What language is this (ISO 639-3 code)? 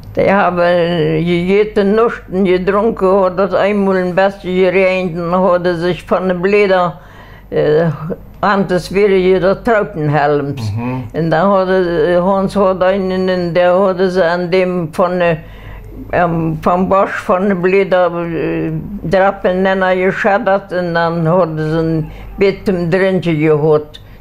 pdt